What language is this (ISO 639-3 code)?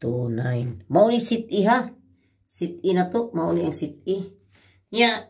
ceb